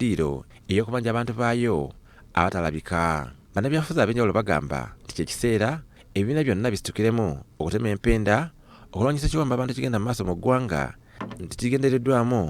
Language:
Ganda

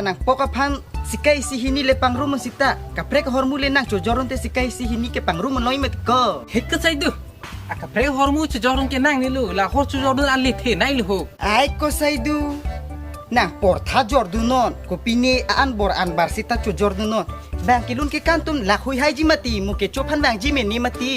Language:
Karbi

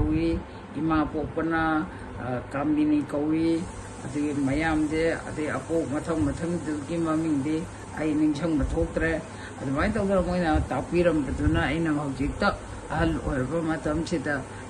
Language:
Manipuri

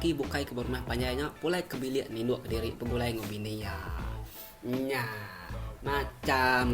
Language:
Iban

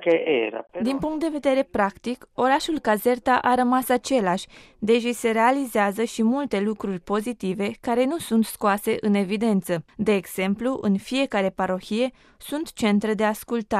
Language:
Romanian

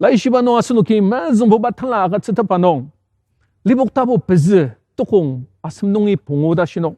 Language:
Ao Naga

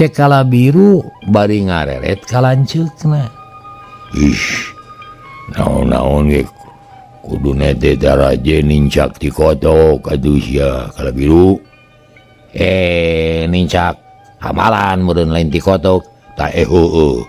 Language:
Sundanese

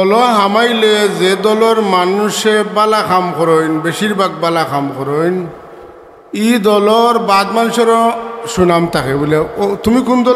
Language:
Sylheti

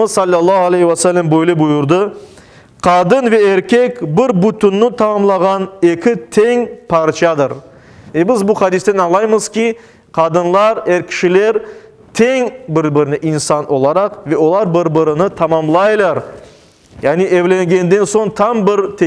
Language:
Crimean Tatar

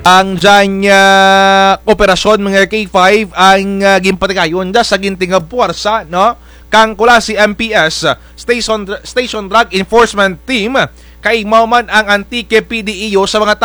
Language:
Kinaray-a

